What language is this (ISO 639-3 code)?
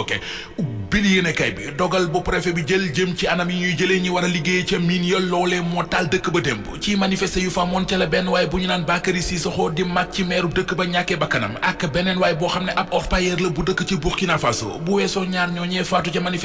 wol